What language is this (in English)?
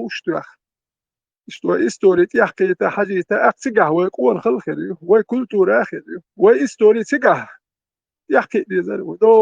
Chechen